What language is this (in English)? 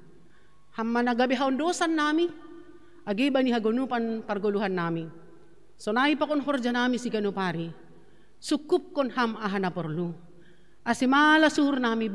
Batak Simalungun